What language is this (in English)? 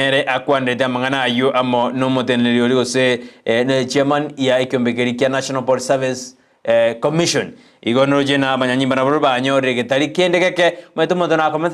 Gusii